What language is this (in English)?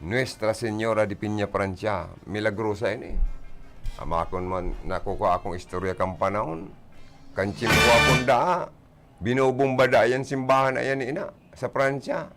Bikol